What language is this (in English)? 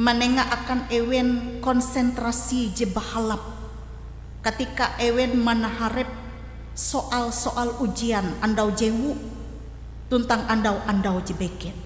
Ngaju